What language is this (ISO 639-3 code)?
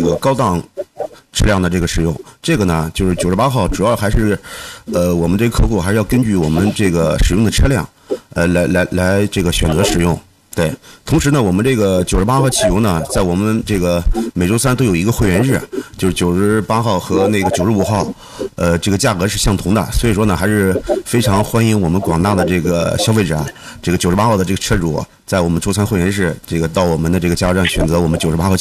zho